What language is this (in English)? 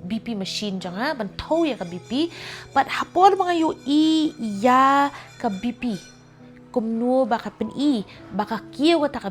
Khasi